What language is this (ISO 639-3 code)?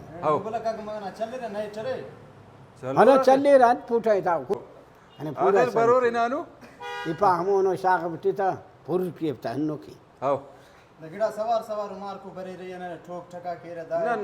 brh